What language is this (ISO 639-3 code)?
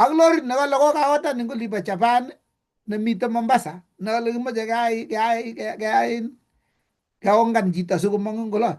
kln